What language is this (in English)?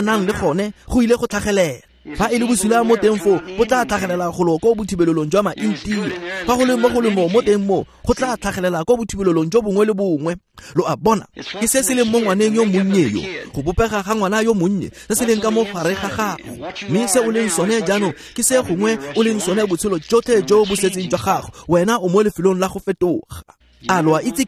Tswana